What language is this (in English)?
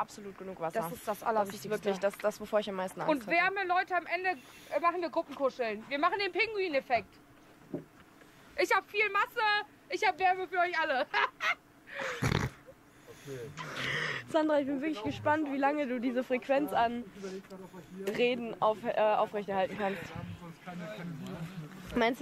German